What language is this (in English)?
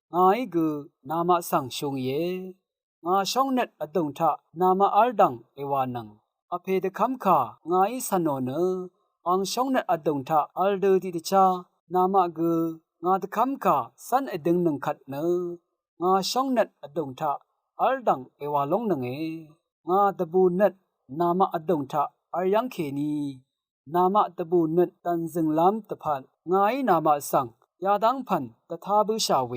Rawang